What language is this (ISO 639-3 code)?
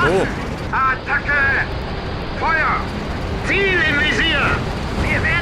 bar